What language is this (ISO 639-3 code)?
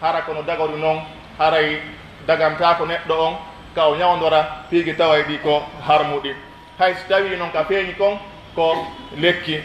fuf